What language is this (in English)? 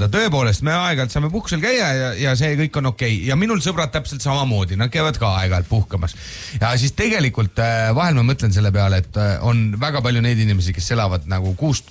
Estonian